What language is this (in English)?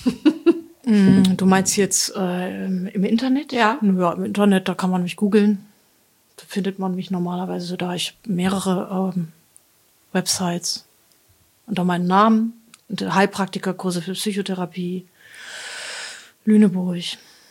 German